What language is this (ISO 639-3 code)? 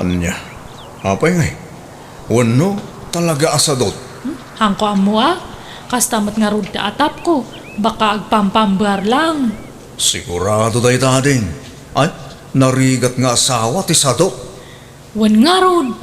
ilo